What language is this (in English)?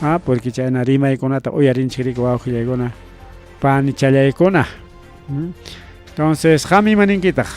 Ayacucho Quechua